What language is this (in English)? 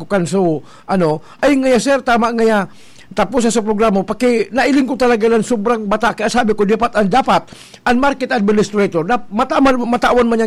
Bikol